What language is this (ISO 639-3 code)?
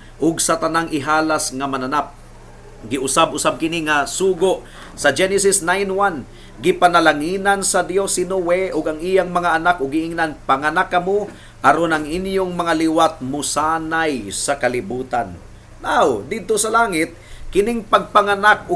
ceb